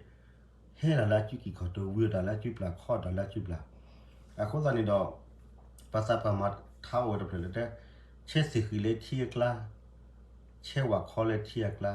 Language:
S'gaw Karen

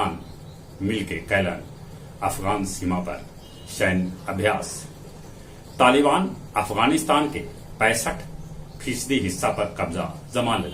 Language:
Magahi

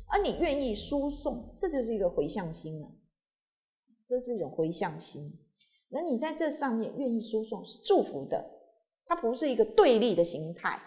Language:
Chinese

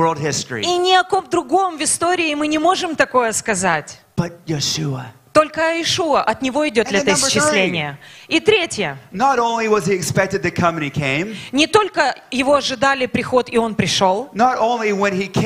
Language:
Russian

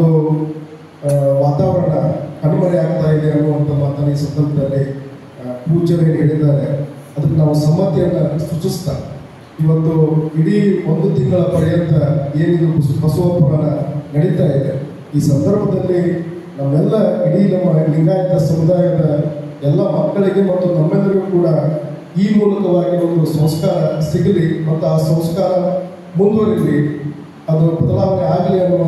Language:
Kannada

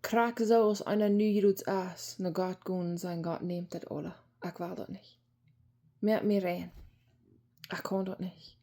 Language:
Plautdietsch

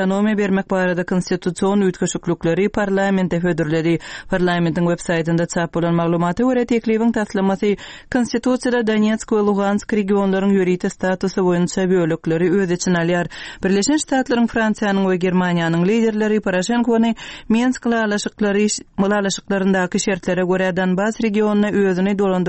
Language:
Turkmen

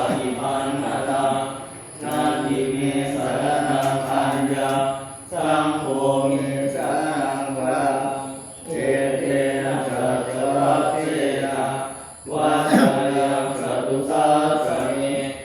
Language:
Pali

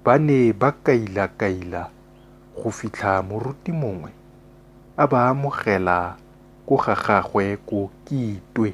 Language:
Tswana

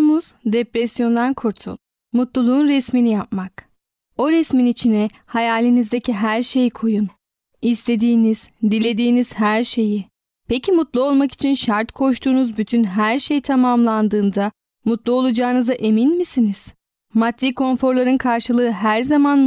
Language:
Turkish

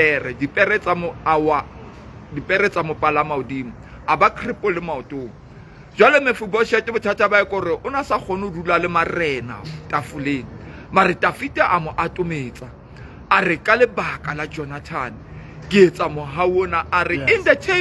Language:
Southern Sotho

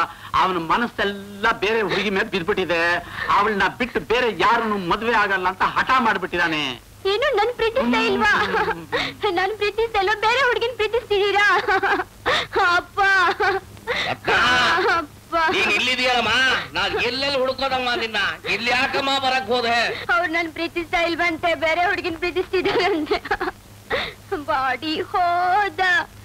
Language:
Kannada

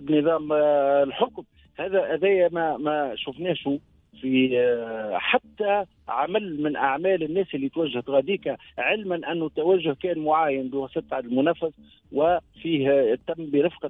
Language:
Tunisian Arabic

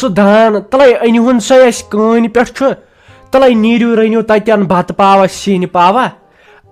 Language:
Kashmiri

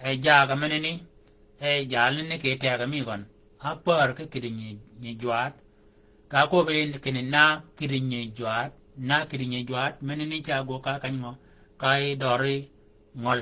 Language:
Shilluk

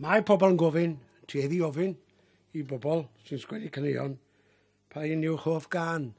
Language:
Welsh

